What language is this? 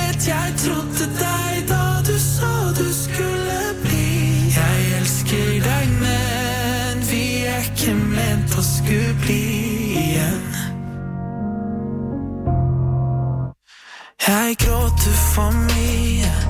Norwegian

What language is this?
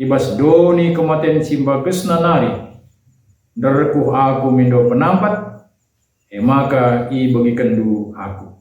Batak Karo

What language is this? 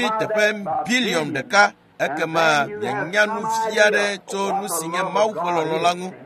Ewe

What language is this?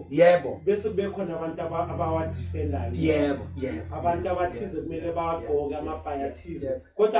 Zulu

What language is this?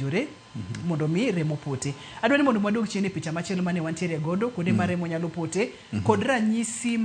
Luo (Kenya and Tanzania)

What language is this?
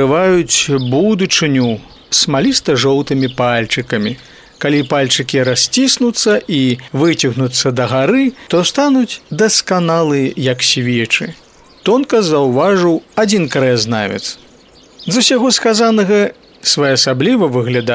Belarusian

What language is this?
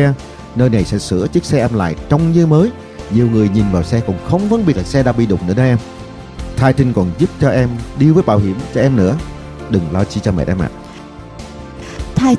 Vietnamese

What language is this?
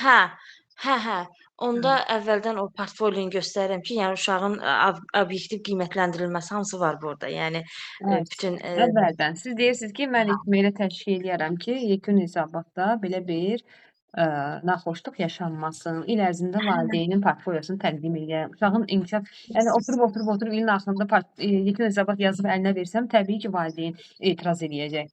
Azerbaijani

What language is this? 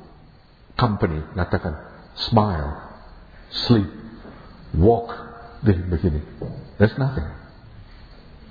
Indonesian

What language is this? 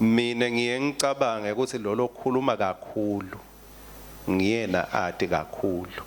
Swati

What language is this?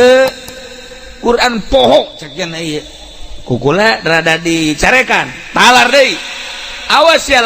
Sundanese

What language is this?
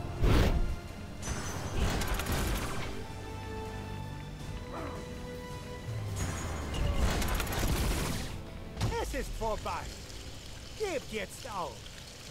German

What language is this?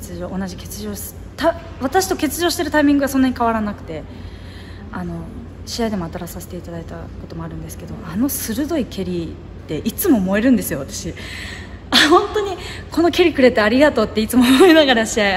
Japanese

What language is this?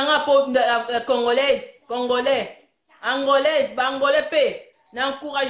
Lingala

